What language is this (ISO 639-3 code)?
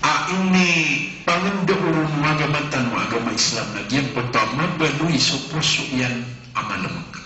mrw